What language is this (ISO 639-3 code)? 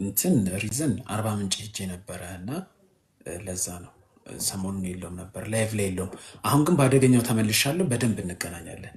amh